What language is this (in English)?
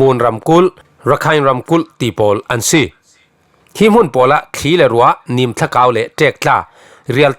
Falam Chin